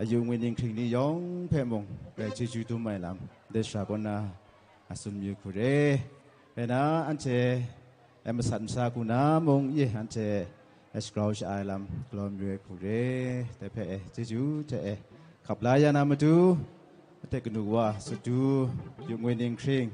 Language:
Kachin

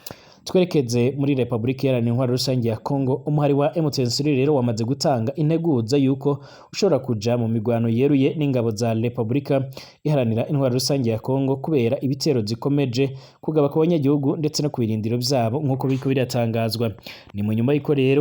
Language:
Rundi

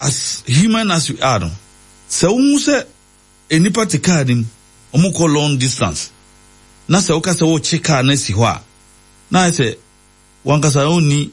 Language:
Akan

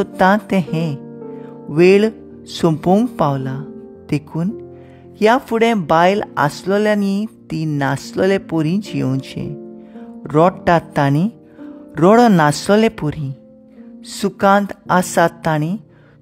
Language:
Konkani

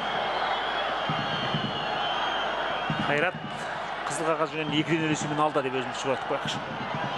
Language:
Kazakh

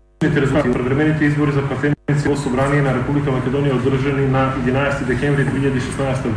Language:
Macedonian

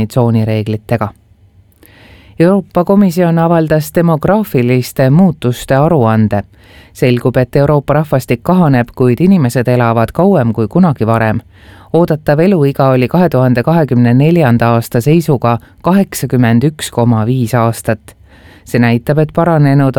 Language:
Estonian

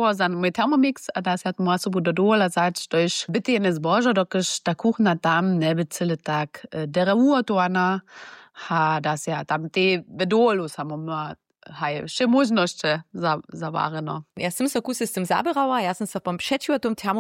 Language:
Upper Sorbian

